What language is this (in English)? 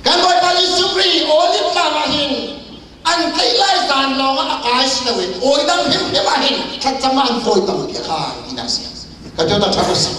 Hakha Chin